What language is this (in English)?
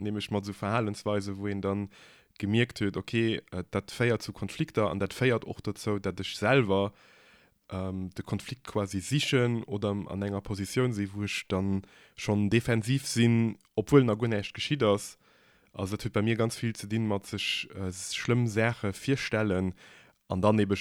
Luxembourgish